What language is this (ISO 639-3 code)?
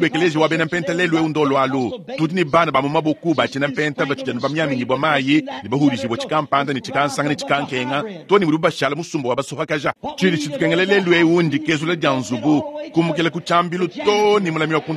lua